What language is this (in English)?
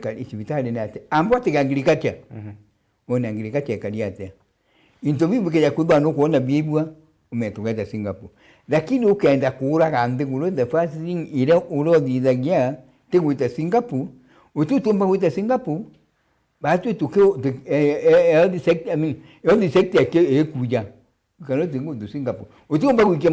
Meru